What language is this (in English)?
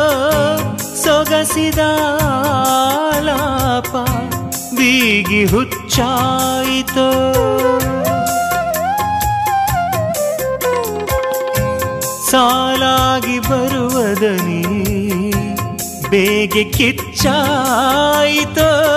Kannada